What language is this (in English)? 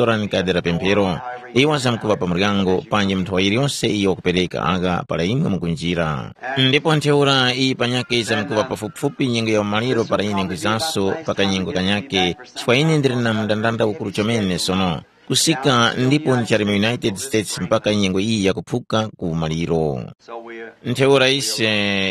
Tumbuka